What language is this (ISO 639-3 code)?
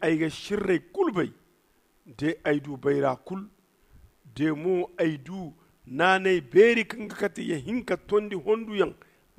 dje